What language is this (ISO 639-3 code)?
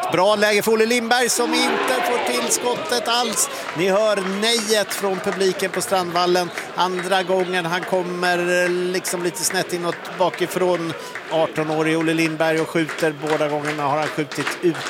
swe